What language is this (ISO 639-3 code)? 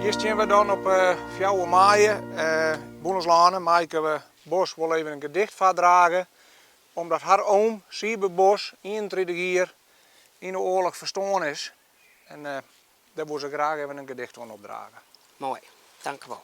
fry